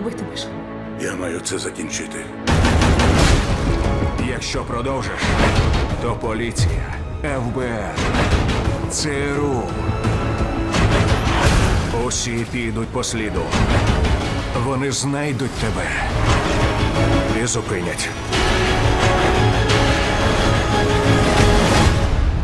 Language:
Ukrainian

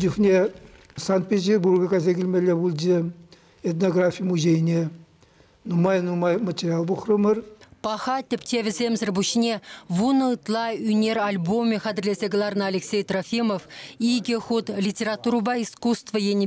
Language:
Chuvash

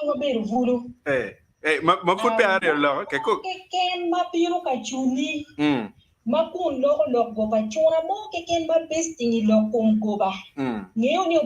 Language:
Acoli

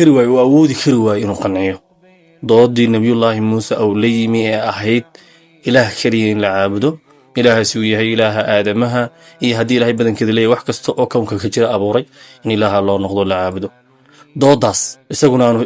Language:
Somali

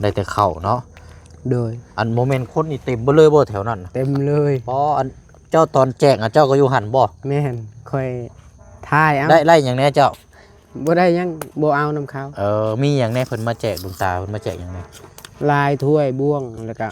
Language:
Lao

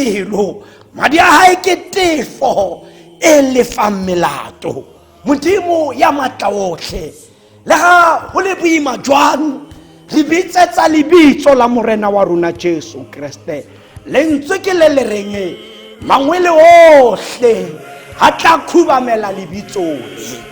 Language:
Tswana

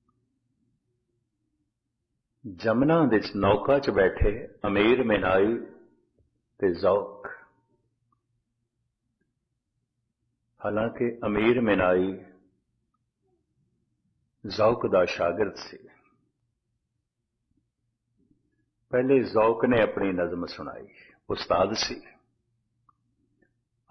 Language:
Punjabi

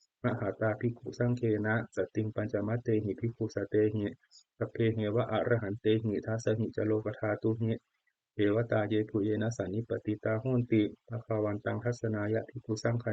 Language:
Pali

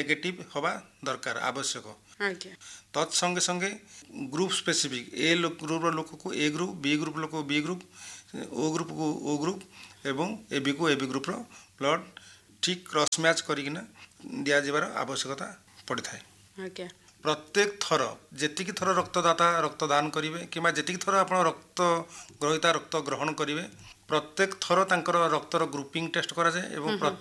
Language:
Odia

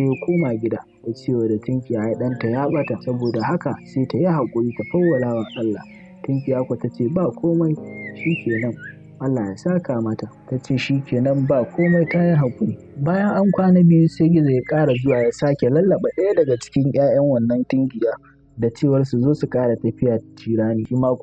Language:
Hausa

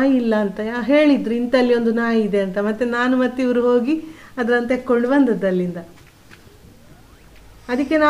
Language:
Kannada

